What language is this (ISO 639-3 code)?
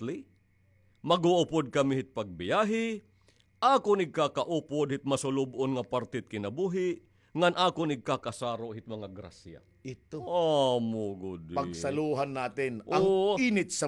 war